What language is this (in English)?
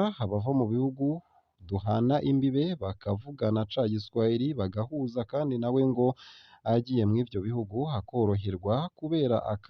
Rundi